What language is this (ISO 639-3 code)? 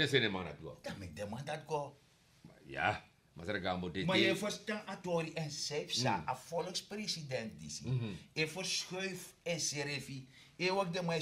srn